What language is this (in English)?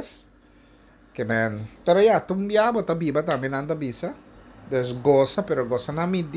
Papiamento